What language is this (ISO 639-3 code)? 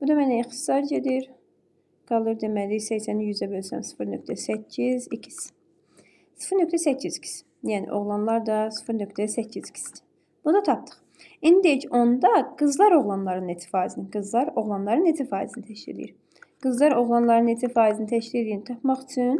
aze